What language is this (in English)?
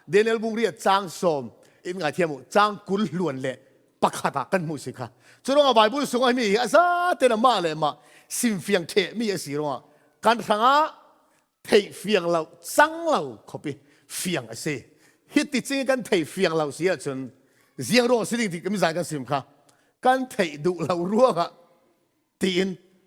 Falam Chin